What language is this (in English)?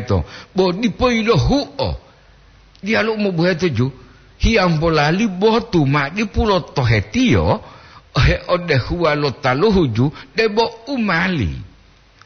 Gorontalo